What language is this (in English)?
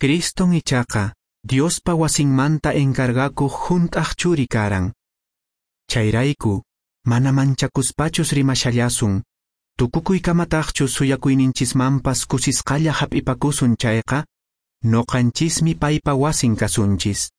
Quechua